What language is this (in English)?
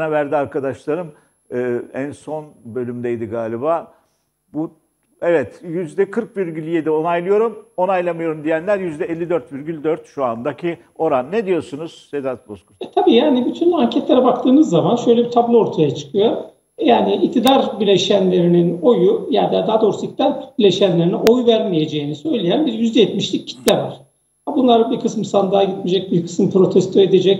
Turkish